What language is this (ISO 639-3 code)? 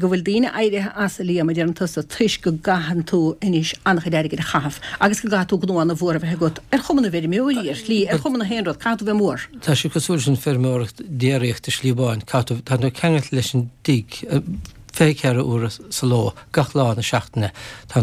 gle